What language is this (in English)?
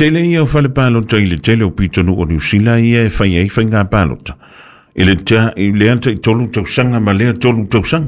Samoan